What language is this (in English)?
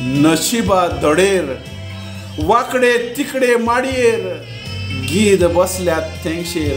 Konkani